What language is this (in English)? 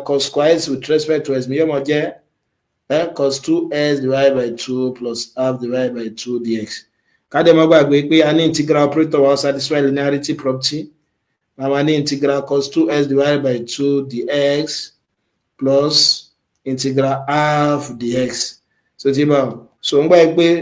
Yoruba